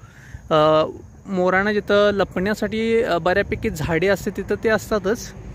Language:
Marathi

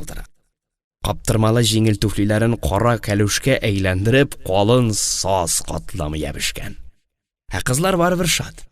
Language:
Tatar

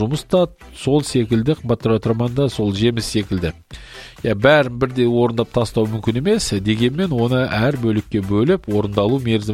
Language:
Kazakh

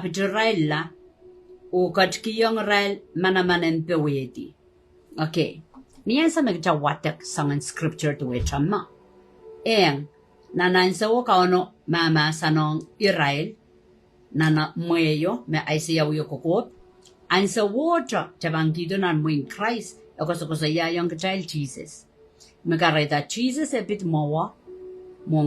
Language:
Pohnpeian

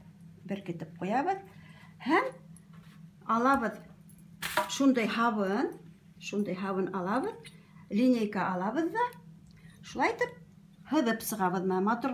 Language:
Bashkir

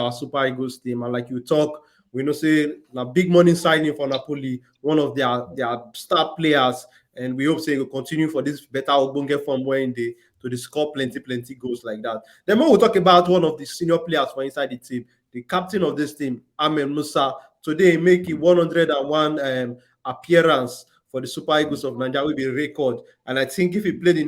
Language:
Nigerian Pidgin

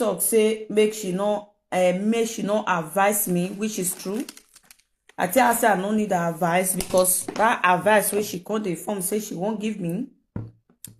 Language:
Nigerian Pidgin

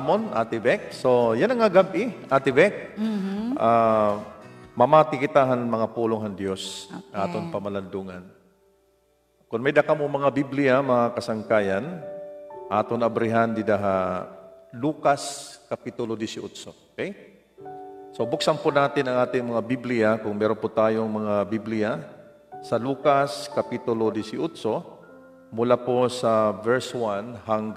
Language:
Waray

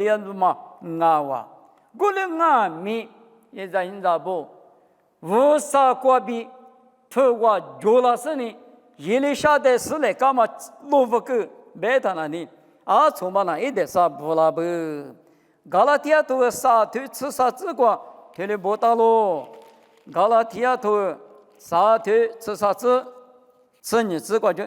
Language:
Lisu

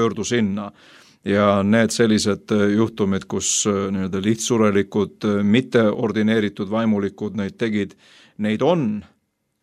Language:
Estonian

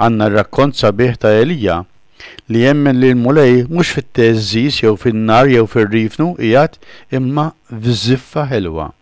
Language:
Maltese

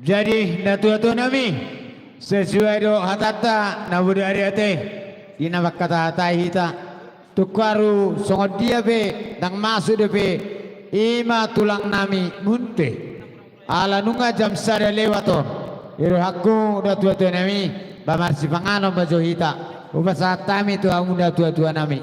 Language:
Batak Toba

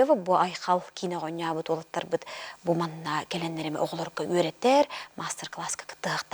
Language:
Yakut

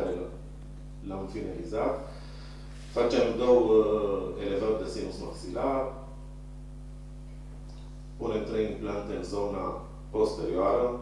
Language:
Romanian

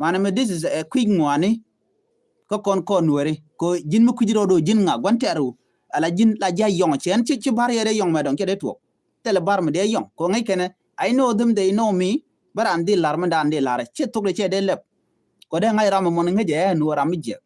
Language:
Nuer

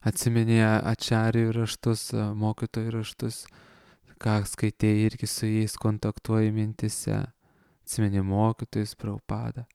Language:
Lithuanian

